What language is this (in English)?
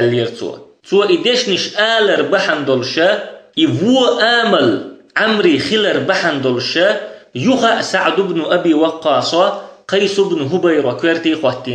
Chechen